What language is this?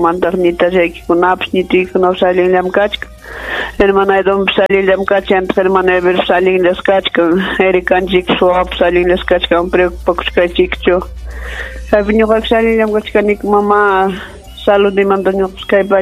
Ayacucho Quechua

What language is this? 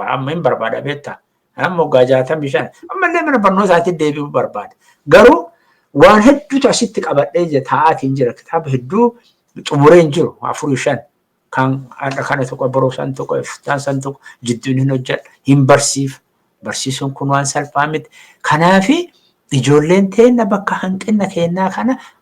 Oromo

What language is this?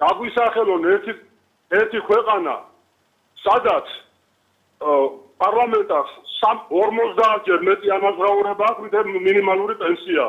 Georgian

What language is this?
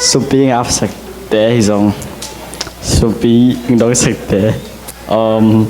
Tedim Chin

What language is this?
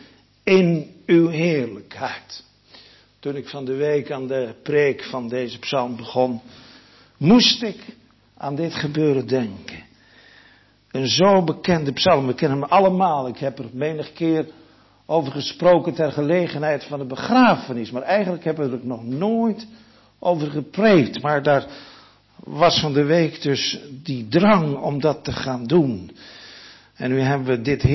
Dutch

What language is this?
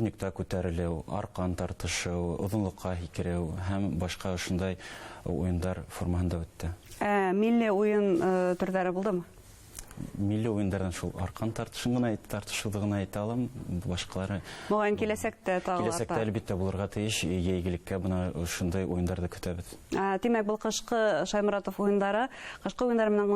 Bashkir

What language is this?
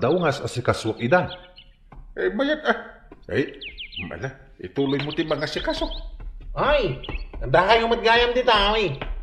Iloko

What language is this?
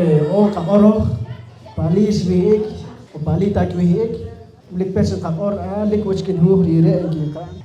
Poqomchi'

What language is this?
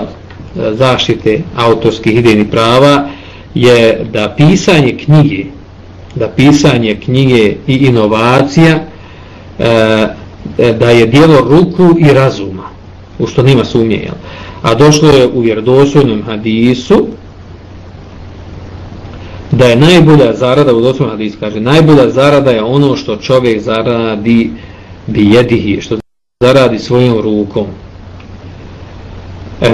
Bosnian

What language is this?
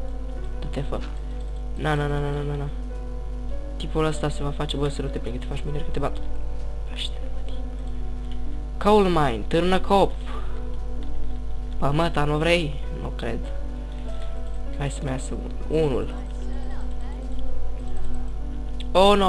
Romanian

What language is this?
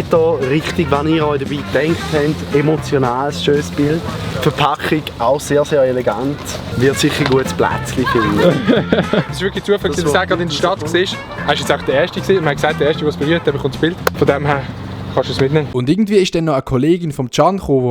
Swiss German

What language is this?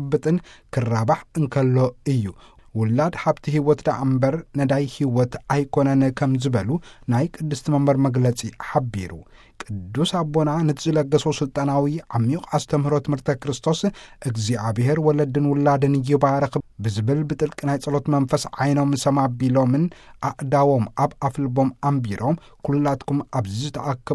Tigrinya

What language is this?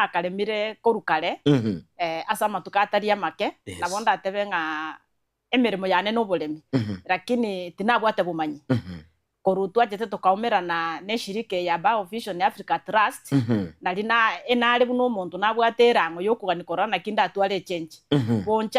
Gusii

